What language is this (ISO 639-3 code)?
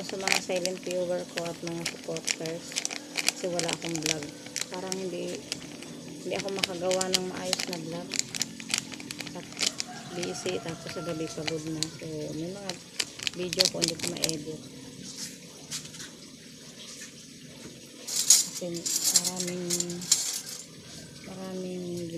fil